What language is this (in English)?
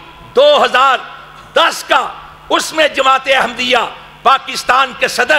Urdu